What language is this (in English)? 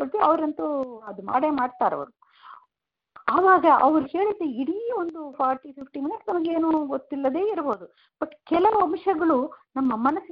Kannada